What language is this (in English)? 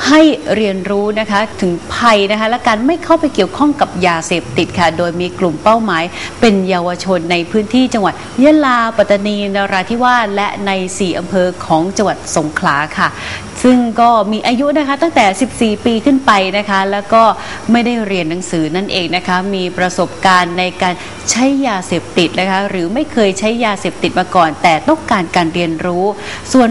Thai